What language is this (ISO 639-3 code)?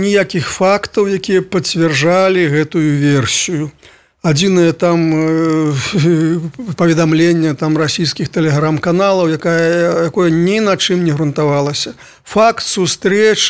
bel